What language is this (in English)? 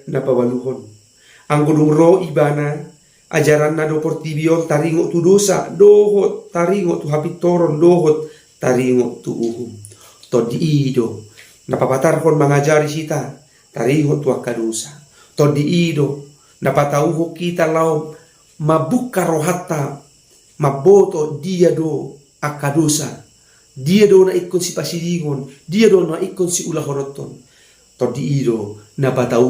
Batak Toba